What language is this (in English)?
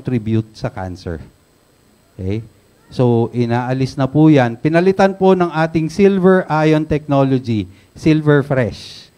Filipino